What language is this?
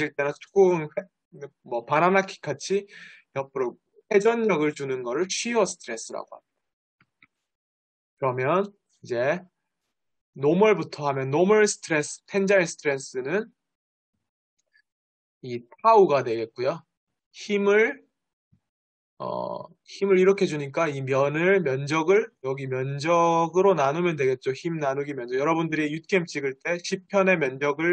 Korean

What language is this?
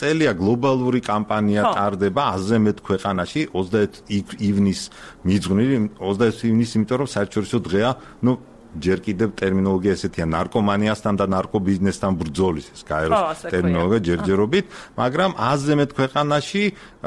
Georgian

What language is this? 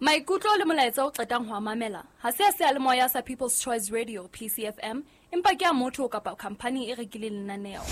Southern Sotho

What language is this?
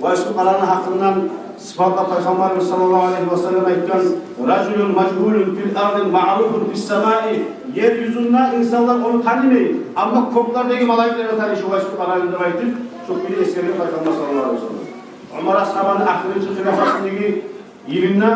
Kumyk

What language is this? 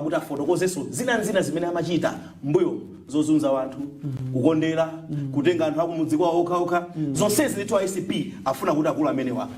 Nyanja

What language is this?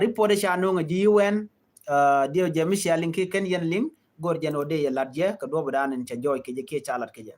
Nuer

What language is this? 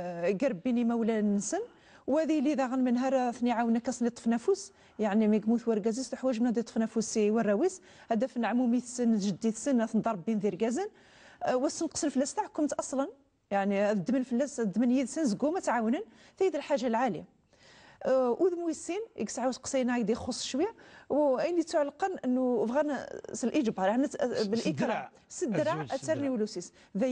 Kabyle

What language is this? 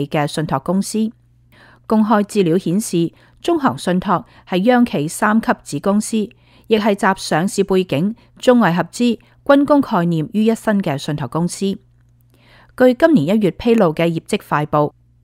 Cantonese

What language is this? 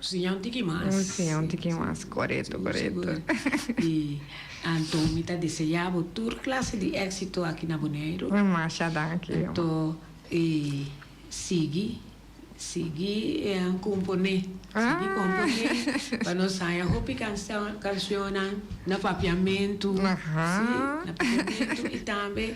Papiamento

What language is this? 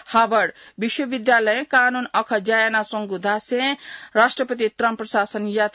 Newari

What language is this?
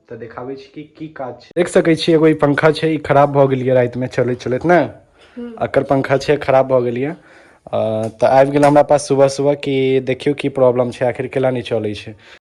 Maithili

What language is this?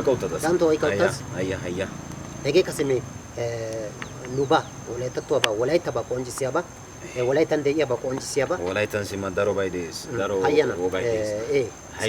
Wolaytta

